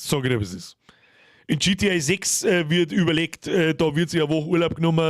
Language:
Bavarian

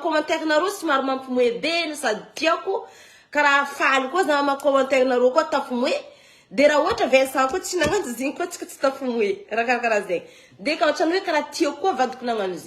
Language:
Malagasy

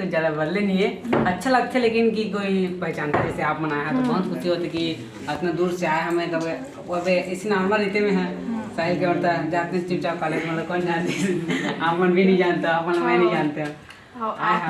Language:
Chhattisgarhi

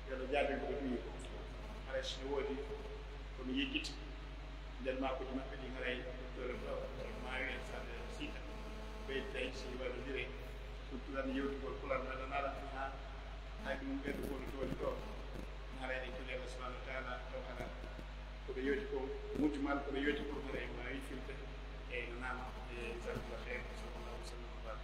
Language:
Pular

